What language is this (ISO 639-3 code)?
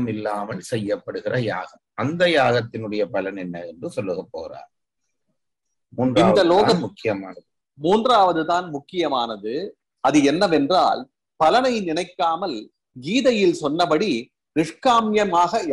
tam